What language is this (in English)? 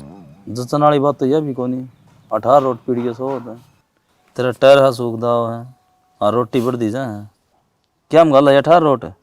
Haryanvi